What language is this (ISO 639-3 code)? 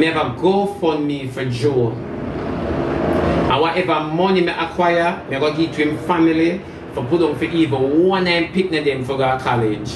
jam